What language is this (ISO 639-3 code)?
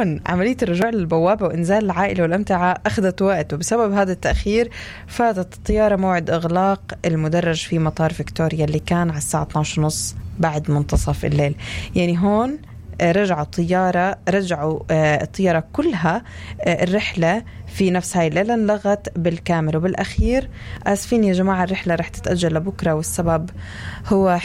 apc